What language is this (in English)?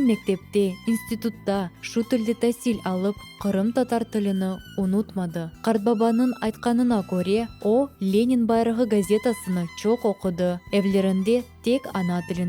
Crimean Tatar